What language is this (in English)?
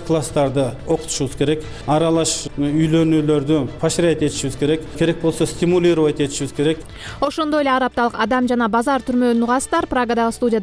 Kyrgyz